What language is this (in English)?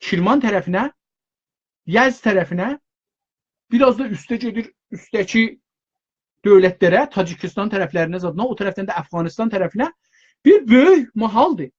South Azerbaijani